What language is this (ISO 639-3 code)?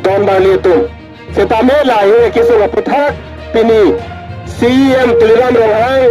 mjw